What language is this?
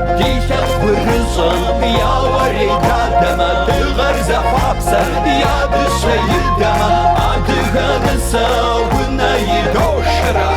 Kabardian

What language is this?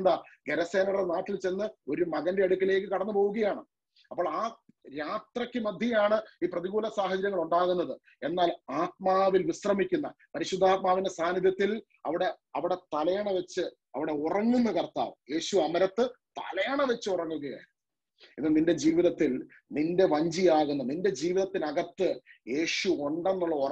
Malayalam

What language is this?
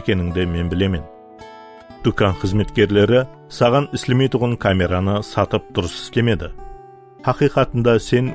Kara-Kalpak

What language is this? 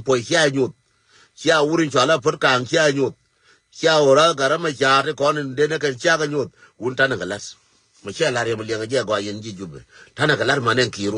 Nuer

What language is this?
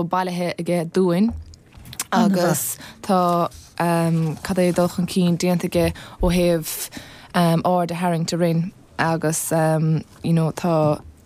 Irish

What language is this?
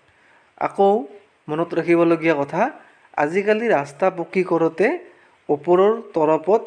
Assamese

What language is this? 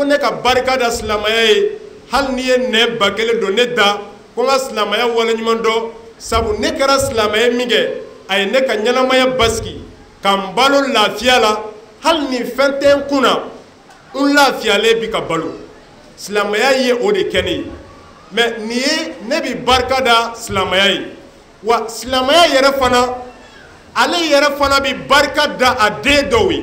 Bambara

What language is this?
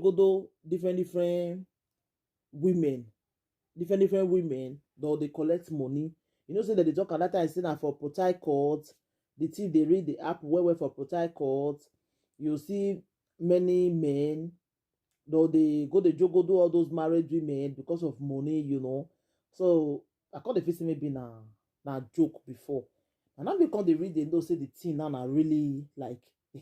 Nigerian Pidgin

